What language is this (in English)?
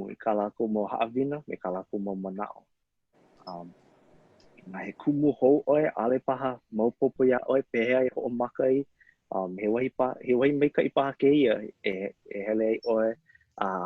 Hawaiian